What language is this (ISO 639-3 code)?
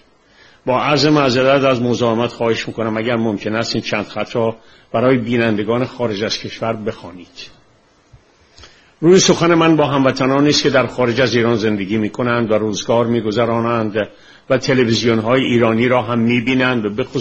fas